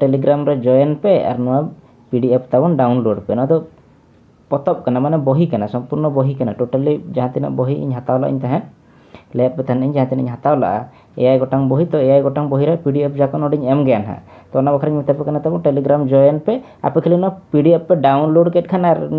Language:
Santali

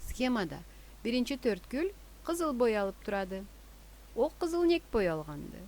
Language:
Karachay-Balkar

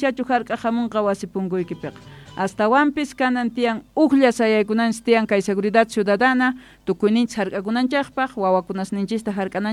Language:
Quechua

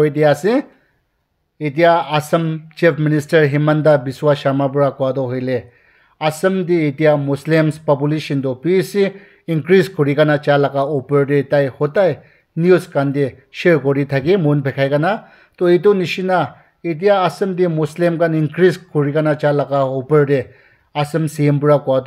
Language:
Naga Pidgin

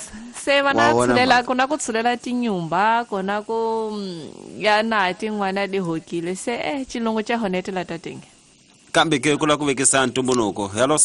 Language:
Tsonga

